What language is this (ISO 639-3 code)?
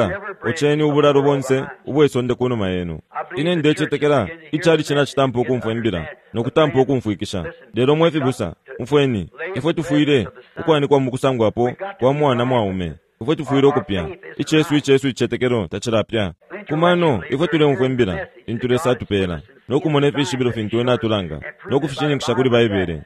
bem